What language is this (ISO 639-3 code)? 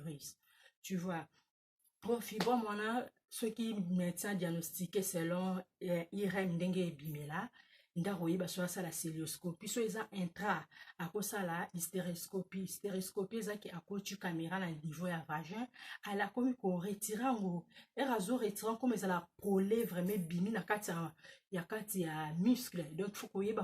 lin